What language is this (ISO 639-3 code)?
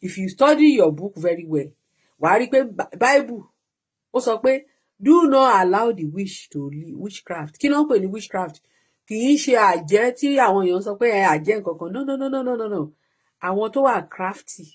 yor